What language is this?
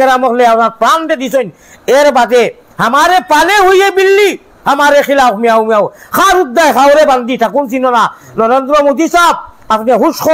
Sylheti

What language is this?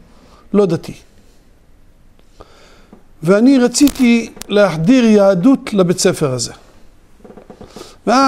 Hebrew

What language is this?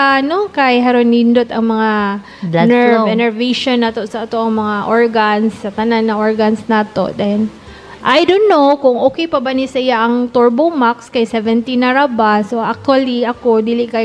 Cebuano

